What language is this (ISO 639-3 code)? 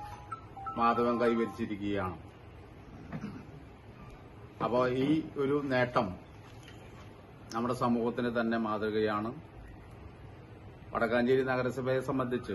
mal